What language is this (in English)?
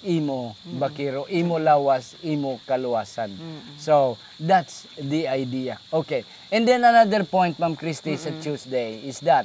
Hiligaynon